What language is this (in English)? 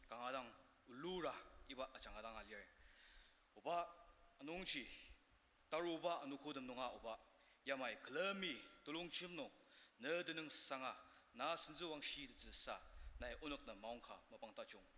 Ao Naga